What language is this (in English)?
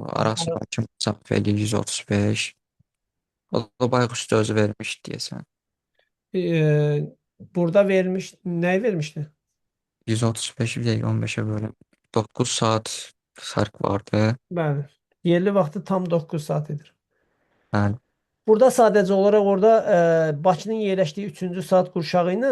Azerbaijani